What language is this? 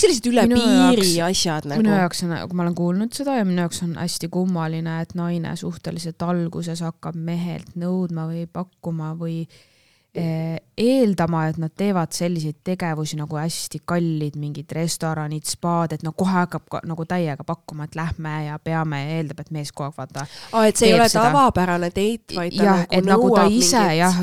Estonian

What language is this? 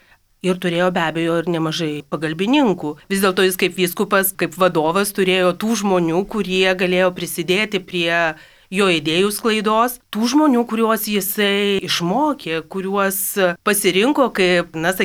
Lithuanian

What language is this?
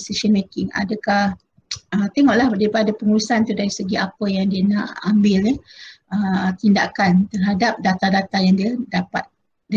Malay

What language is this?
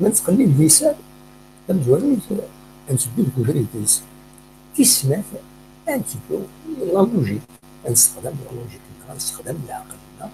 Kabyle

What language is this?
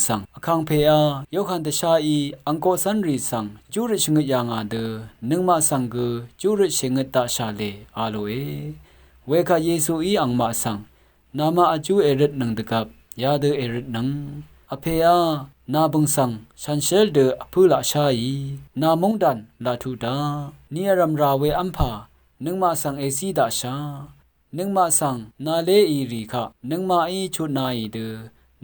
Rawang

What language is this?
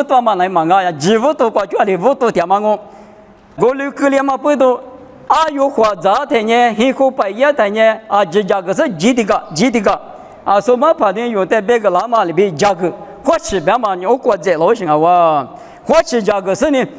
Lisu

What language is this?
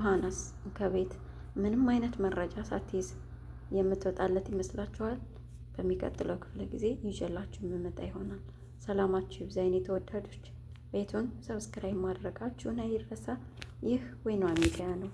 Amharic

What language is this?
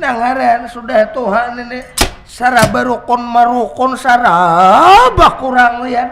Banjar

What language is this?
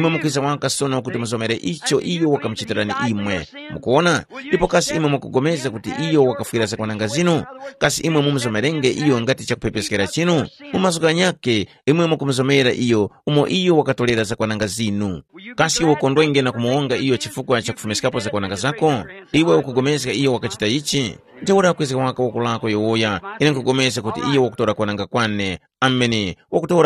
Tumbuka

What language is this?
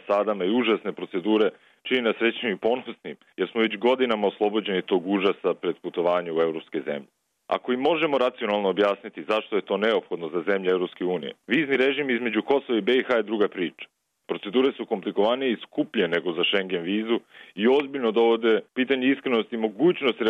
Serbian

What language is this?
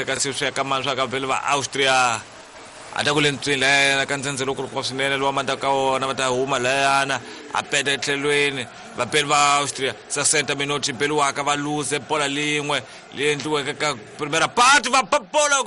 Tsonga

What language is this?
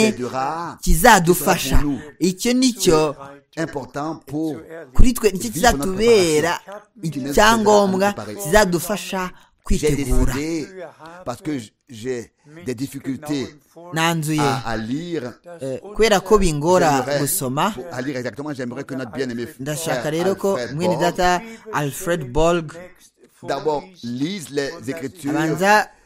Kinyarwanda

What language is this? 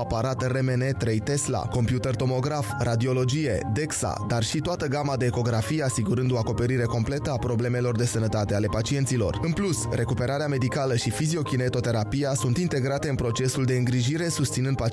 Romanian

